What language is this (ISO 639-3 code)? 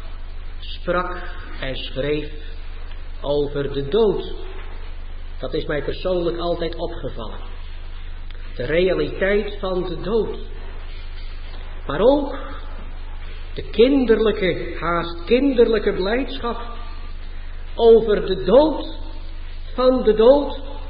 nld